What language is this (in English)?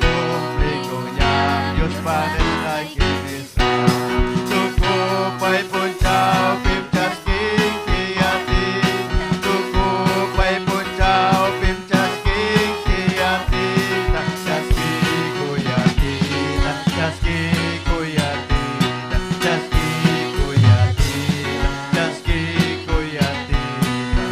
Ayacucho Quechua